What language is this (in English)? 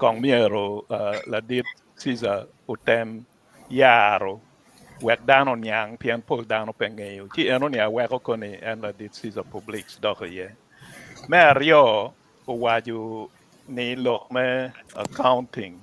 Acoli